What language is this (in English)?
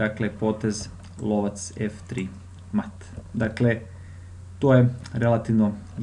Serbian